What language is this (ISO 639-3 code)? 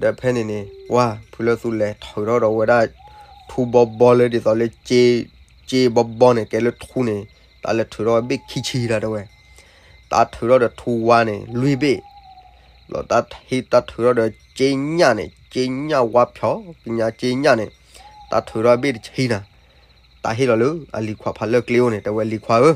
ksw